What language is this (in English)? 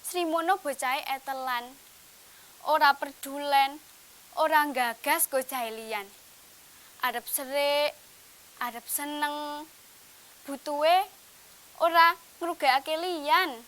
Javanese